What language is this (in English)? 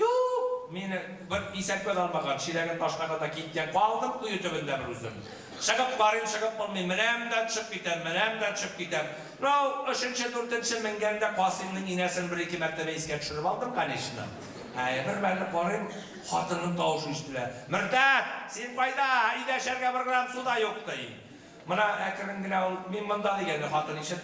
Bashkir